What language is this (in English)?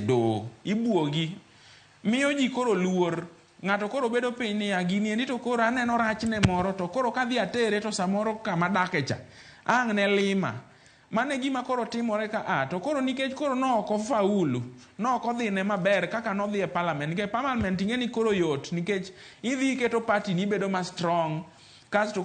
Luo (Kenya and Tanzania)